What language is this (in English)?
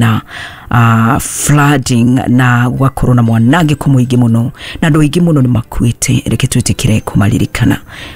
Kikuyu